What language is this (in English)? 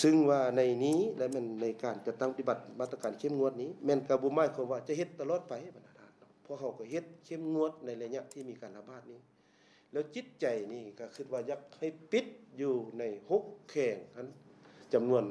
Lao